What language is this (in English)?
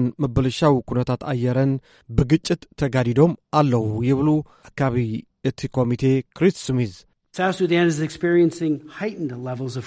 Tigrinya